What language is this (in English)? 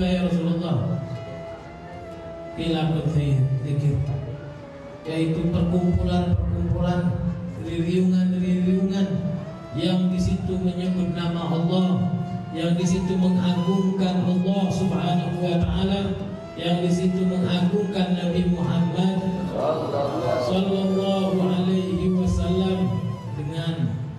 Indonesian